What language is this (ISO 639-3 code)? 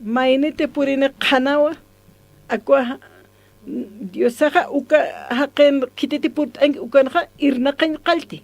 aym